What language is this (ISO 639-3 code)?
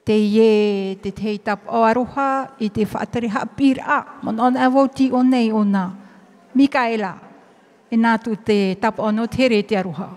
tah